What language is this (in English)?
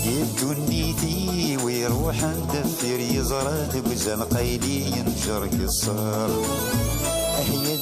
Kabyle